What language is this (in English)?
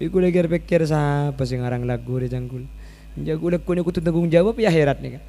Madurese